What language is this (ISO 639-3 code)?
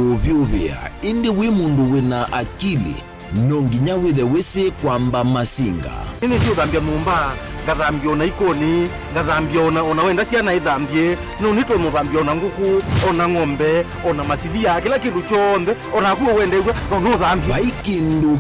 kam